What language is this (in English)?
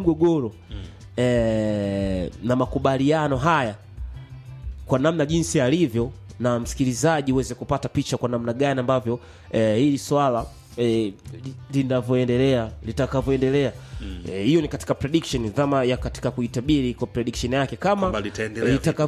Swahili